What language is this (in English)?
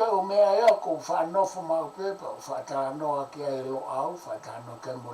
Tongan